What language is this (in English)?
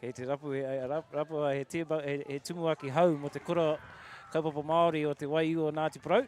Māori